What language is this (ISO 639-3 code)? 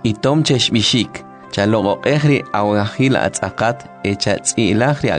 quc